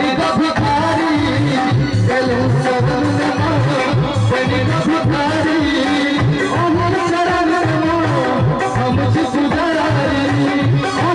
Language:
Maithili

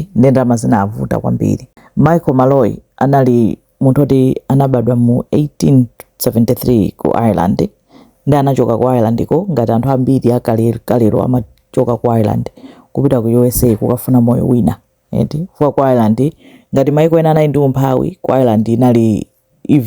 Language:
Nyanja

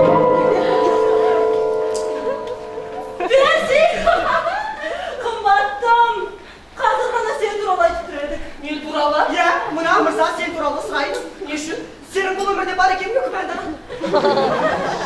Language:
Kazakh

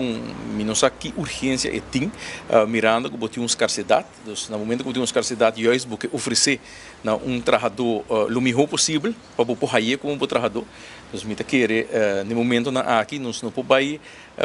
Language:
Papiamento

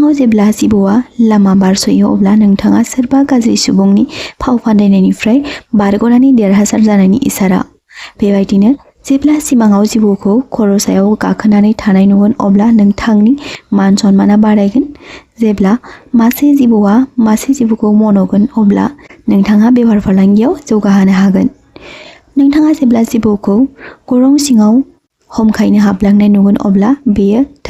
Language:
Bodo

